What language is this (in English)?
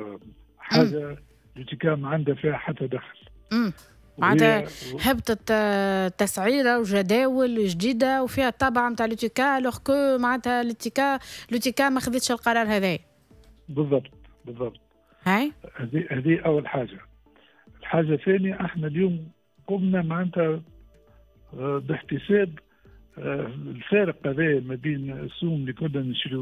Tunisian Arabic